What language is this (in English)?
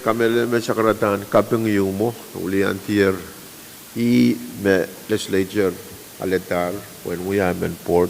Pohnpeian